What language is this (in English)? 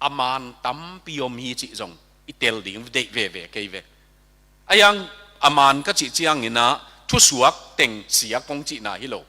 Tedim Chin